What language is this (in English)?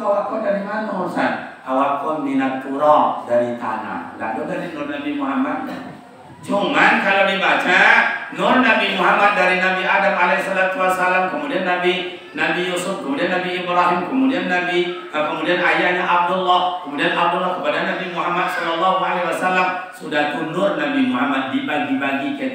Minangkabau